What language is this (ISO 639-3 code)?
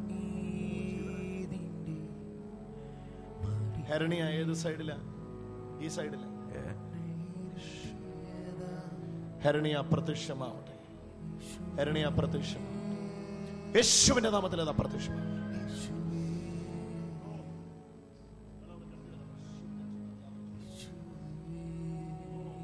mal